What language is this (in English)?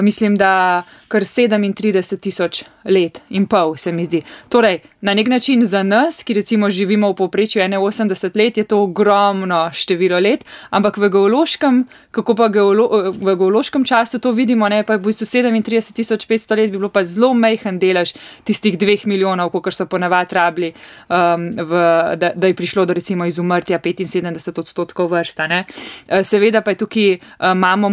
Slovenian